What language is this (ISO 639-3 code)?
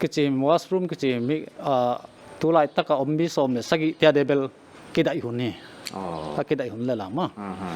pck